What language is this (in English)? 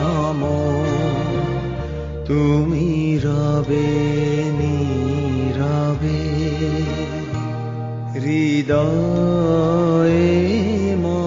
Bangla